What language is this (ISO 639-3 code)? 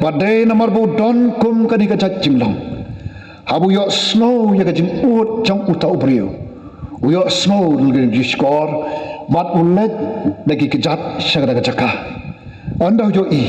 kha